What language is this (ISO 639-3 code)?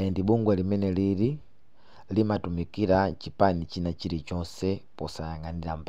nya